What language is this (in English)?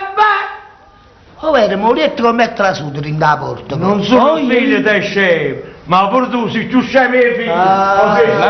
Neapolitan